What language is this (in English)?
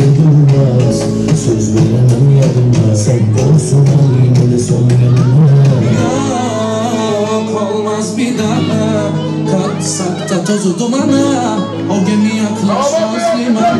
Turkish